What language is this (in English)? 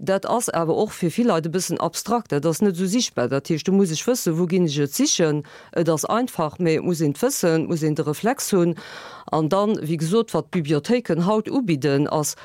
Luxembourgish